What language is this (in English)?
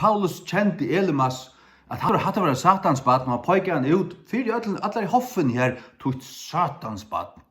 Faroese